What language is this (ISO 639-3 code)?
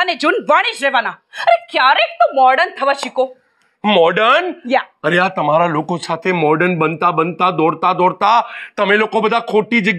guj